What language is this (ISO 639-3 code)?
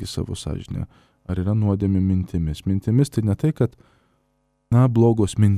lit